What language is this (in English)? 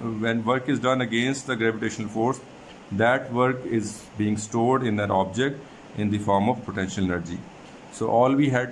English